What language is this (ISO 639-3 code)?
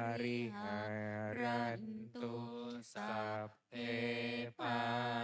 pli